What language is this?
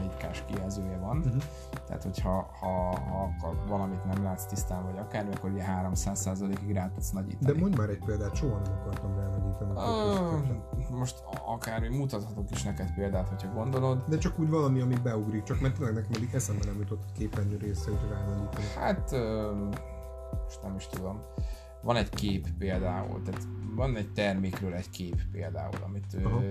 Hungarian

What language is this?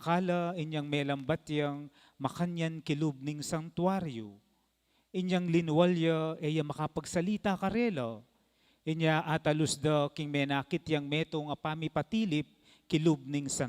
Pampanga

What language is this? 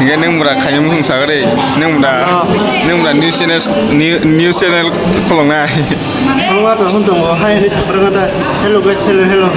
Kok Borok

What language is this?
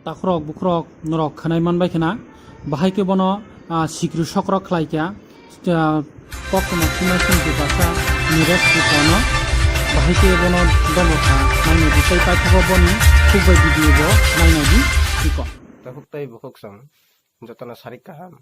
Kok Borok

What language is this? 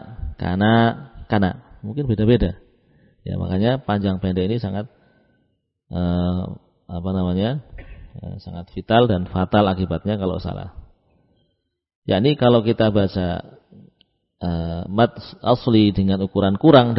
Indonesian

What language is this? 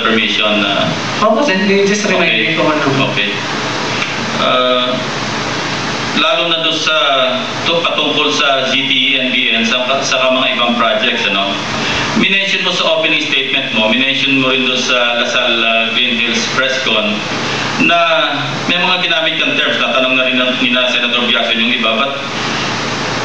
Filipino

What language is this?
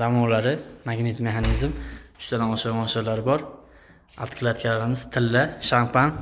Uzbek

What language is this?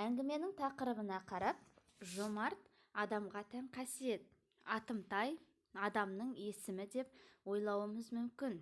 Kazakh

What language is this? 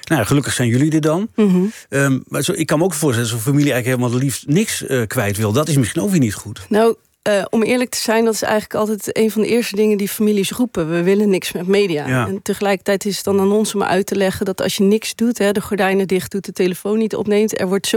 Dutch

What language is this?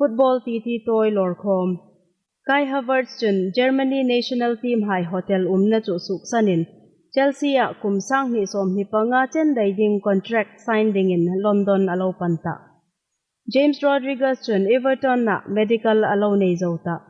Hmar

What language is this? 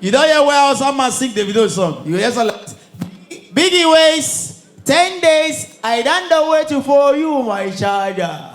Nigerian Pidgin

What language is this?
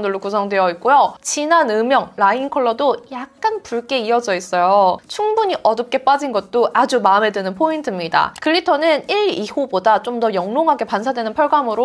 Korean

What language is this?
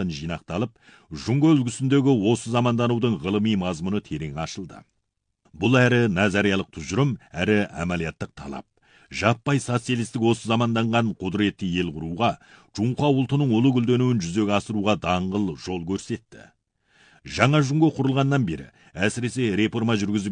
Kazakh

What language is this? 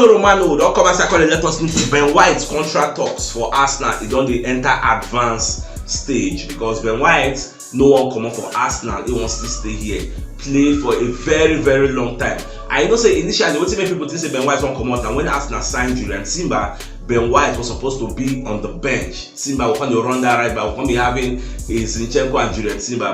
Nigerian Pidgin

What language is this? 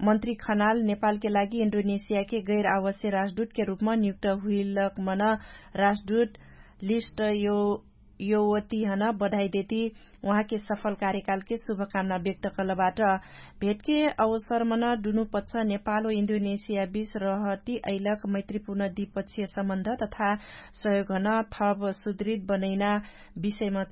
Dangaura Tharu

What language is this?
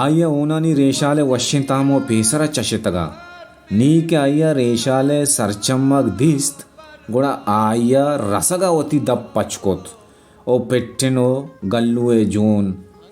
Baluchi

